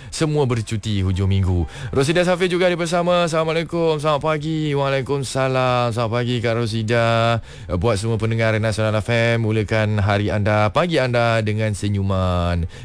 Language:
Malay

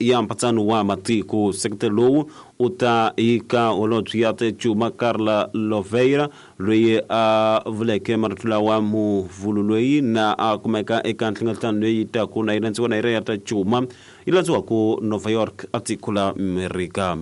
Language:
Tsonga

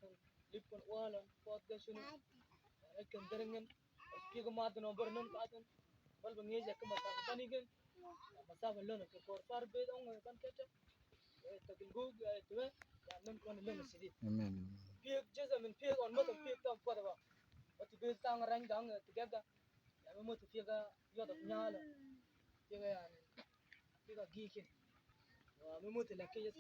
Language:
Mabaan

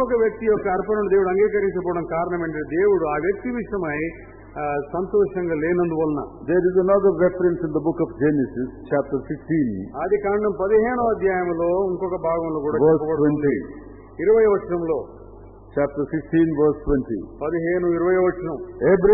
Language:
Telugu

